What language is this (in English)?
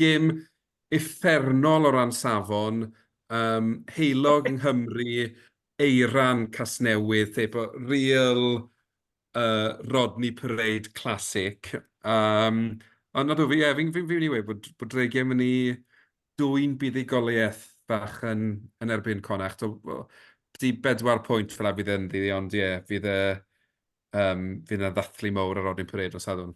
Welsh